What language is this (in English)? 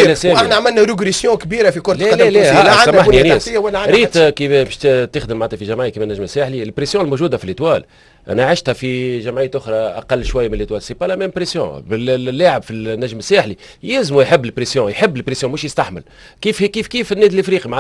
Tunisian Arabic